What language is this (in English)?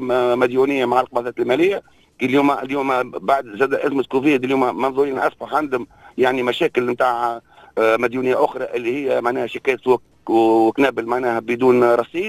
Tunisian Arabic